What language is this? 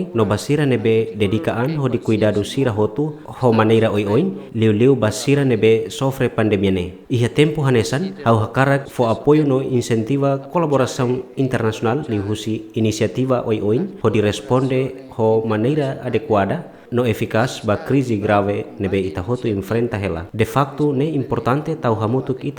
Tetum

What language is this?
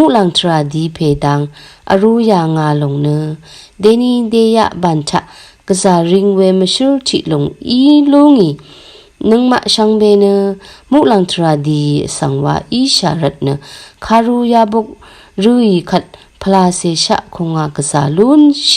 Rawang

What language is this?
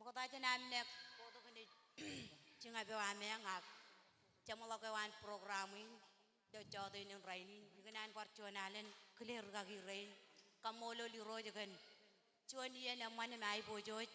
Marshallese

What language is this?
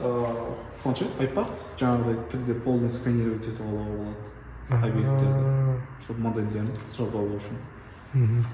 Kazakh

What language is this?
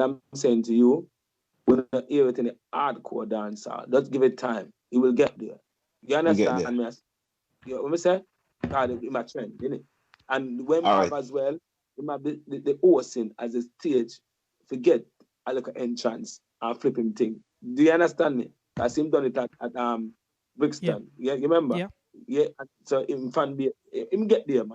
Jamaican Creole English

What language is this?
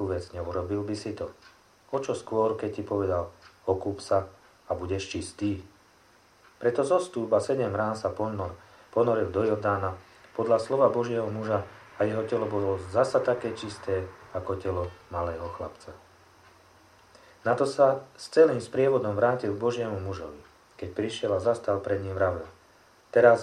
Slovak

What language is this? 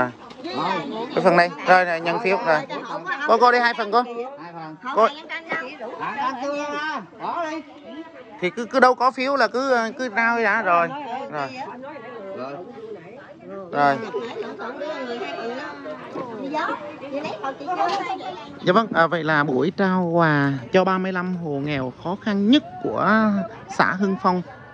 Vietnamese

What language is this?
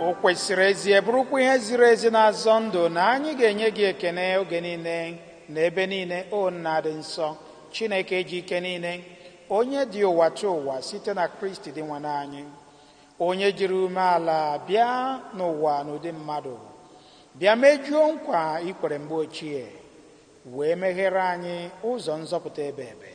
Igbo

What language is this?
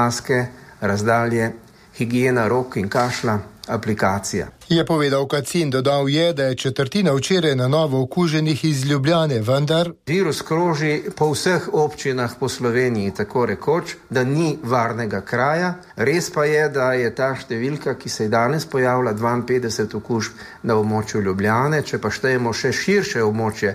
Slovenian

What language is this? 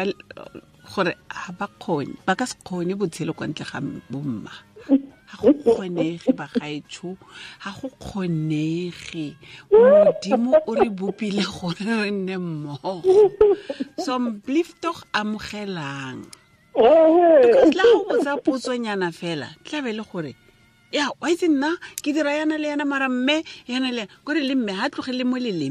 Tswana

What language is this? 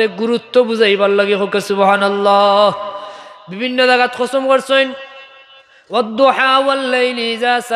Sylheti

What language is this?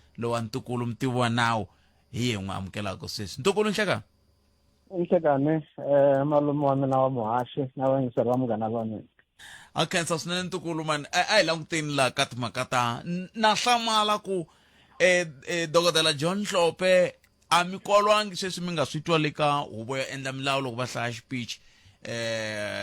Tsonga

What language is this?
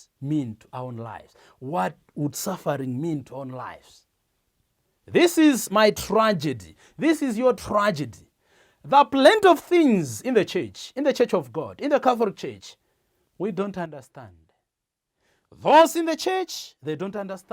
English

